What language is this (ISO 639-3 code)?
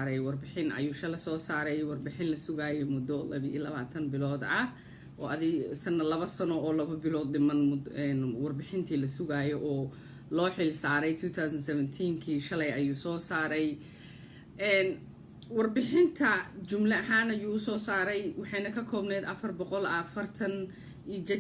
som